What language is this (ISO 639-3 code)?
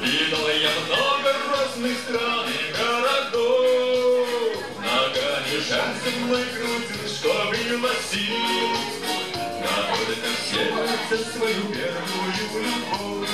chv